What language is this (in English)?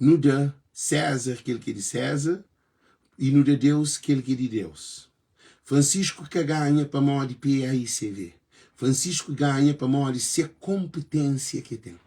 Kabuverdianu